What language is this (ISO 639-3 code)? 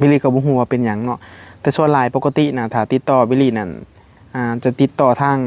tts